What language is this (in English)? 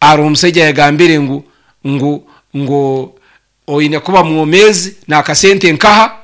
Nyoro